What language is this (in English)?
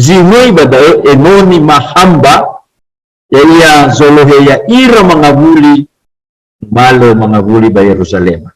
Nias